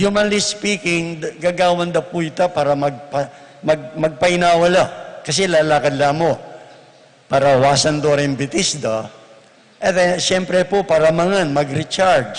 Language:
Pampanga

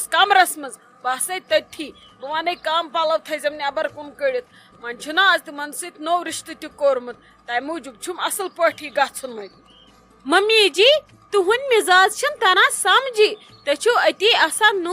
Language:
Kashmiri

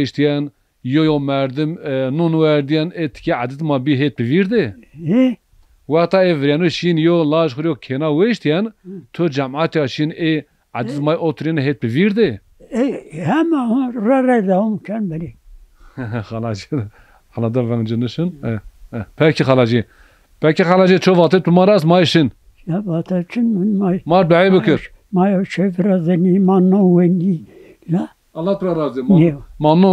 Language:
Zaza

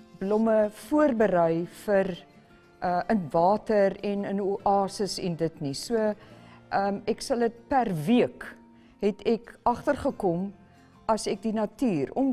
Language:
Afrikaans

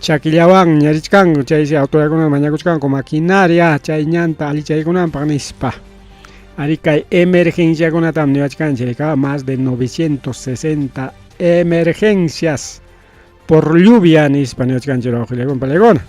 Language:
Ayacucho Quechua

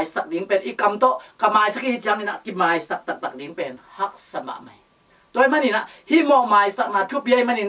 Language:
Tedim Chin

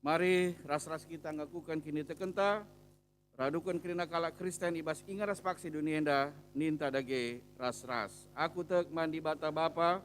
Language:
Batak Karo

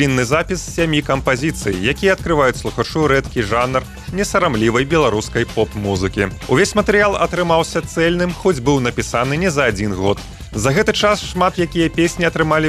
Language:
Belarusian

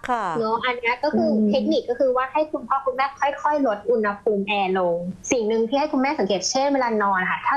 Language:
Thai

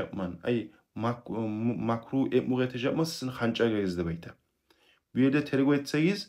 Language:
Kumyk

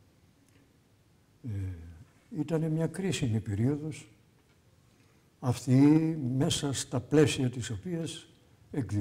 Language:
Greek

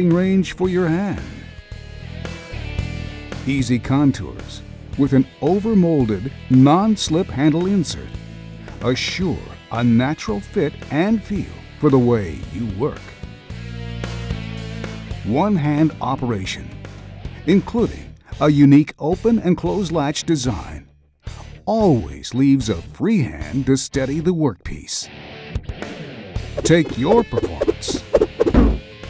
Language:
English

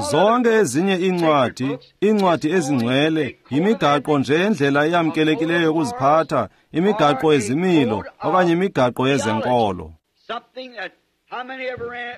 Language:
Xhosa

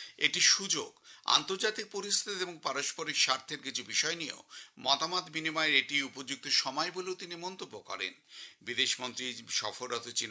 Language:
Bangla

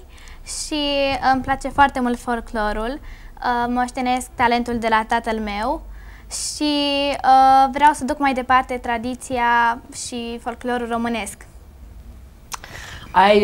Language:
Romanian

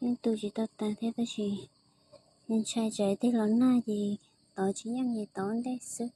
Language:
Hmong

